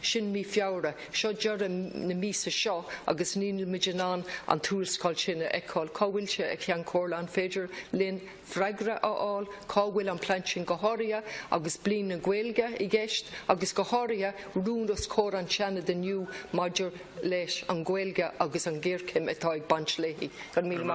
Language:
Irish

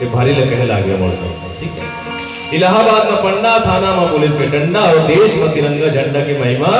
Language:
Chhattisgarhi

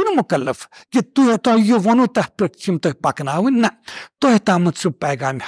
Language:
Kashmiri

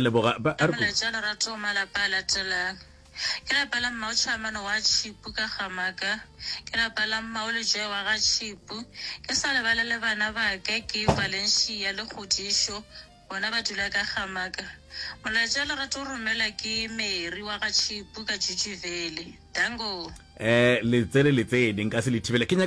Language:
Northern Sotho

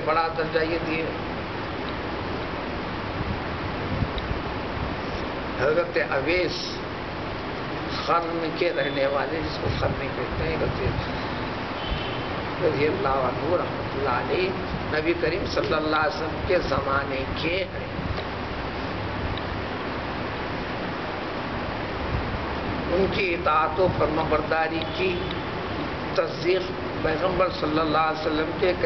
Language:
Urdu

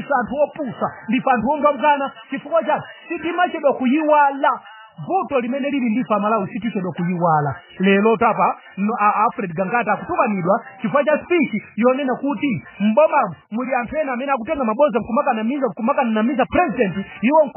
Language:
Nyanja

